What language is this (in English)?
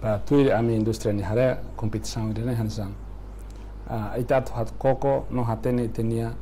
Tetum